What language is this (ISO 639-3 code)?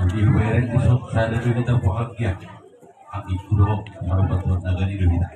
bbc